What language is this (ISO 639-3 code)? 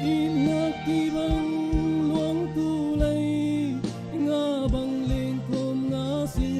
cfm